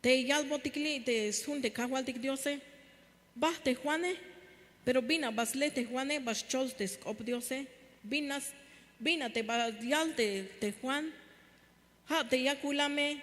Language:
Tzeltal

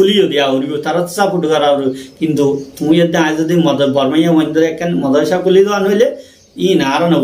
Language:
Rohingya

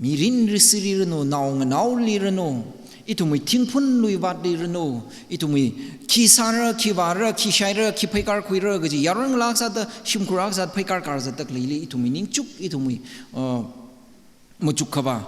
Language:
Tangkhul Naga (India)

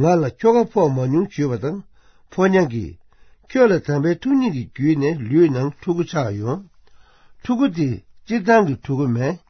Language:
Tibetan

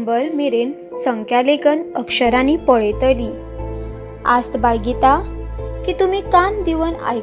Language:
Konkani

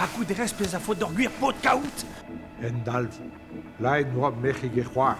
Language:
Breton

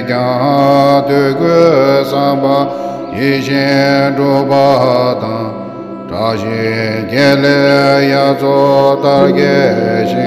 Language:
Tibetan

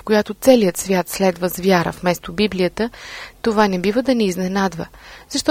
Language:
Bulgarian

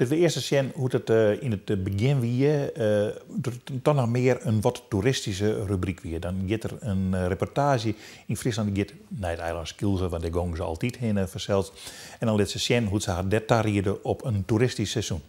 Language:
Western Frisian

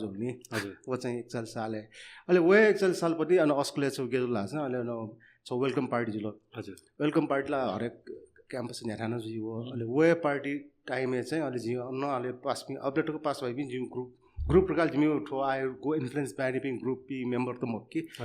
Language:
Newari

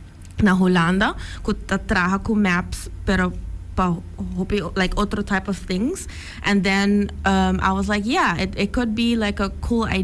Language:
Papiamento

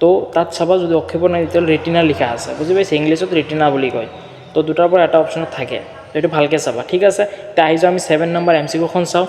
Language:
Assamese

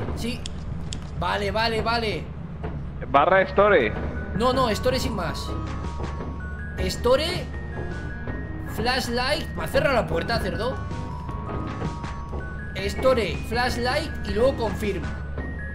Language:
Spanish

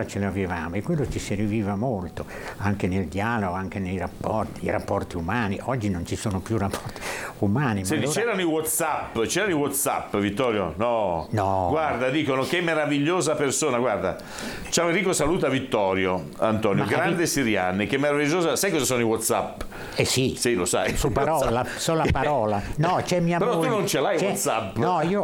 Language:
Italian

